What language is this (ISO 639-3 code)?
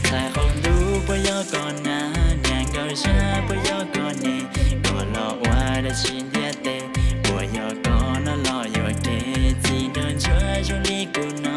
hmn